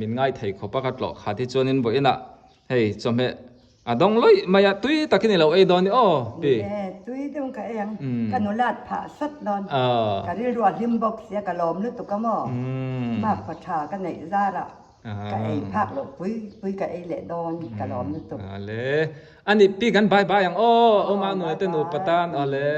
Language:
Mizo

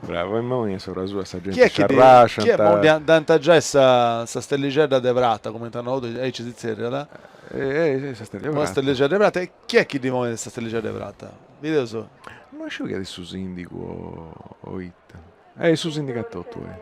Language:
Sardinian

